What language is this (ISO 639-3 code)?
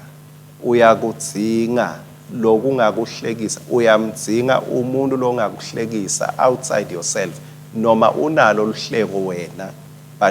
ssw